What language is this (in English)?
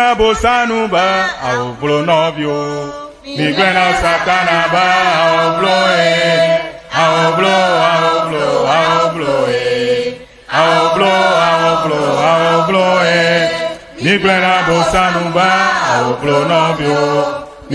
Ewe